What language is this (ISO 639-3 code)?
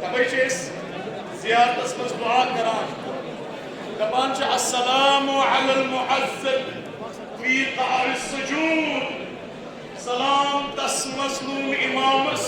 kas